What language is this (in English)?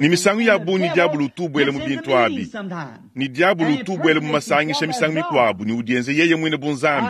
Luba-Lulua